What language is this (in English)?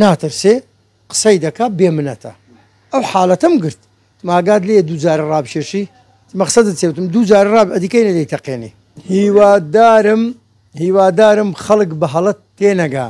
Central Kurdish